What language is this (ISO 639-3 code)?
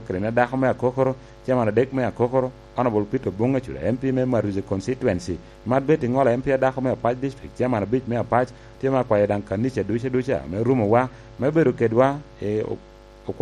laj